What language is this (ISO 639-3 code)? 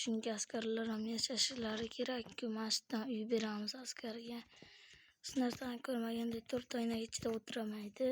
uzb